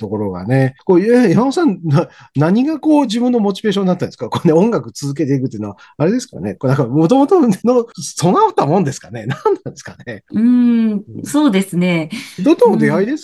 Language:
Japanese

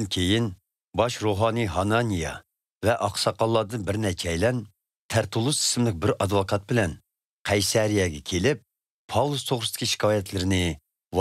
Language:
Uyghur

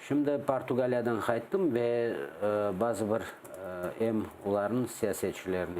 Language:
Crimean Tatar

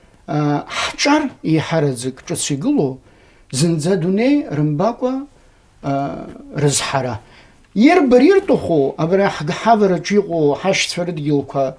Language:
Abkhazian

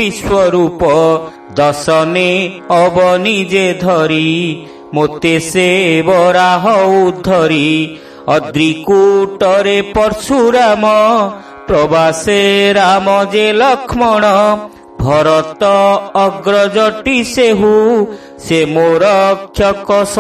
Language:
Odia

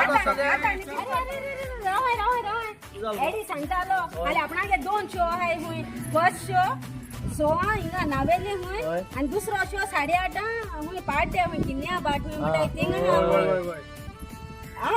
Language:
Konkani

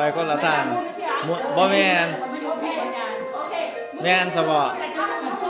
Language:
Lao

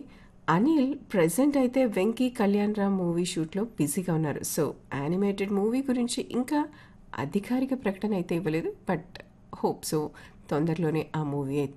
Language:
Telugu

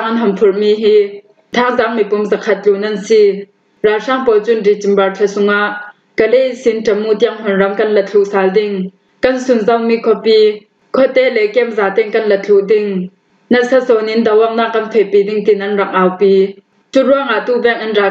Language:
Falam Chin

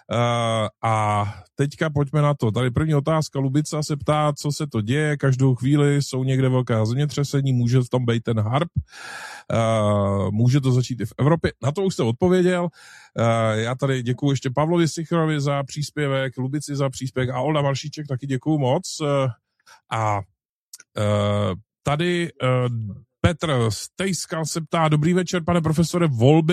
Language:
Czech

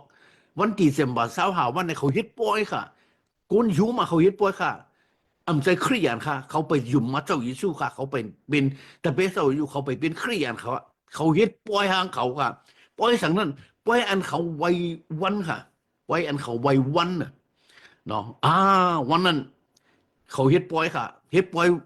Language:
Shan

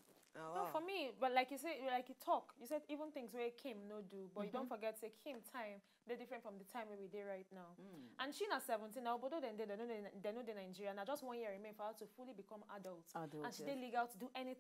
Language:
Nigerian Pidgin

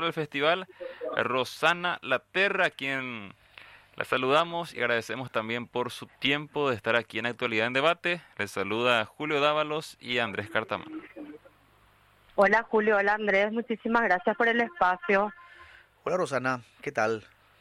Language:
Spanish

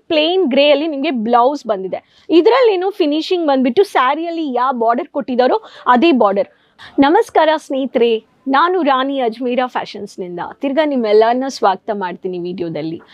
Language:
Kannada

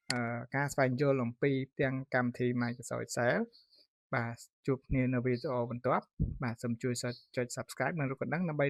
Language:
Khmer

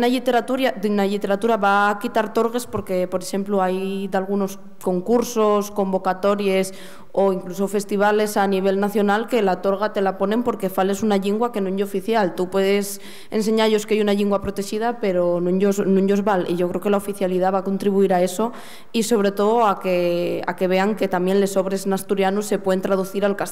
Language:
Asturian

